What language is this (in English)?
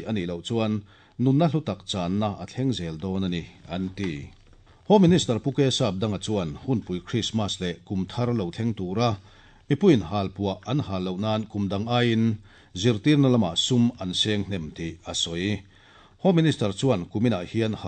Mizo